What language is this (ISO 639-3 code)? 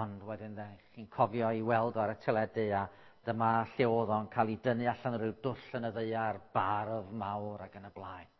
cym